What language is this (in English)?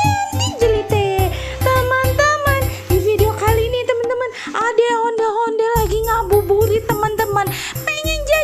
Betawi